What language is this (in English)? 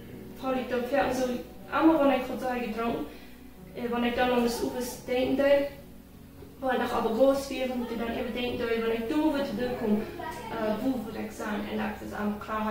Plautdietsch